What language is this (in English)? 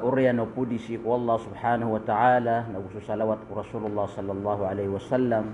Maranao